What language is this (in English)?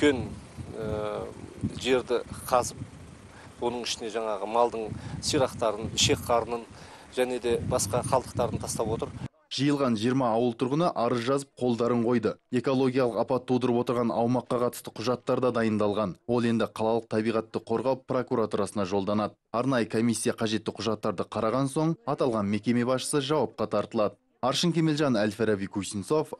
Kazakh